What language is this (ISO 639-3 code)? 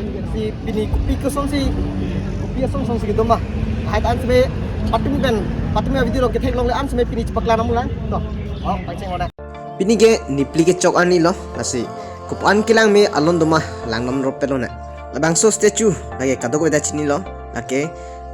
mjw